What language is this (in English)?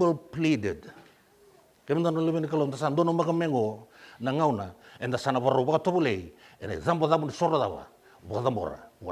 Fijian